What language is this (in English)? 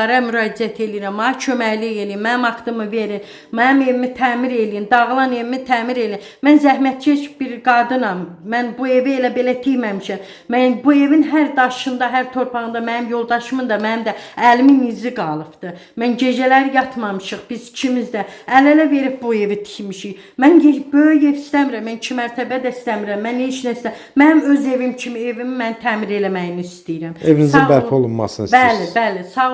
Azerbaijani